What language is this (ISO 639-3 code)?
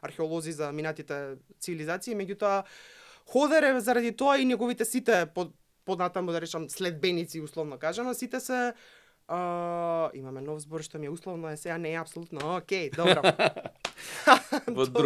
mkd